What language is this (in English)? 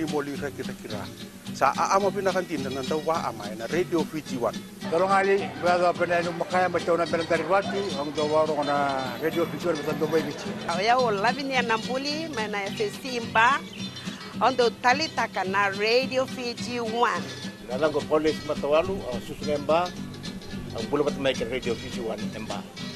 Fijian